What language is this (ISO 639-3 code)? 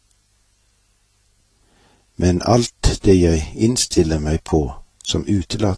nor